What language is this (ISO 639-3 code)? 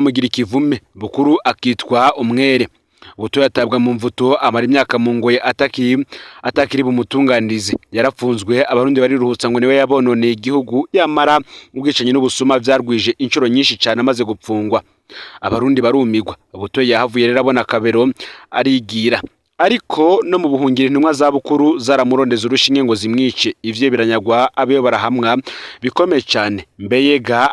run